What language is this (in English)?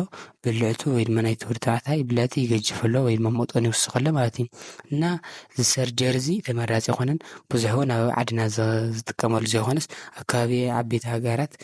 Tigrinya